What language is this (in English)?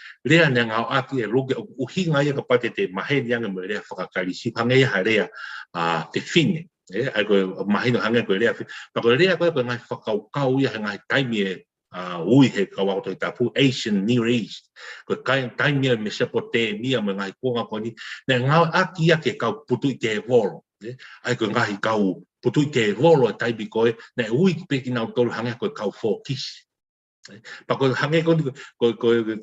Tongan